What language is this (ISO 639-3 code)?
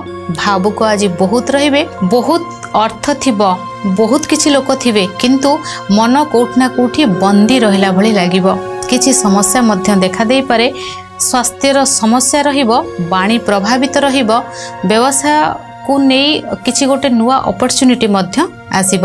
ori